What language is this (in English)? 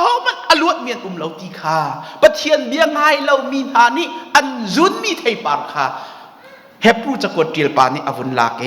Hakha Chin